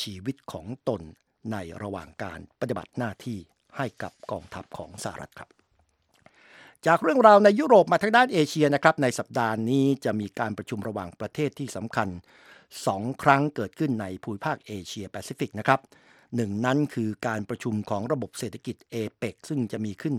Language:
Thai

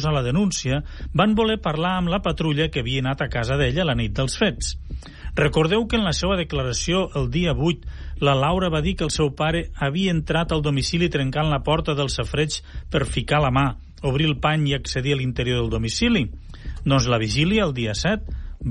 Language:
Catalan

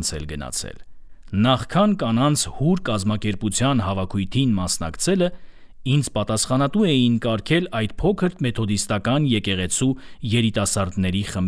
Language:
Armenian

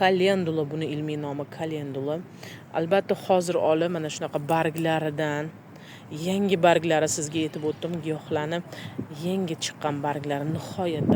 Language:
Uzbek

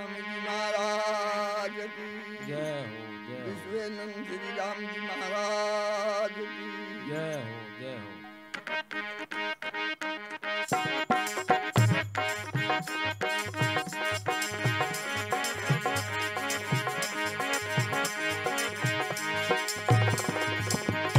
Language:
Hindi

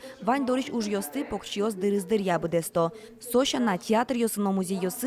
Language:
Udmurt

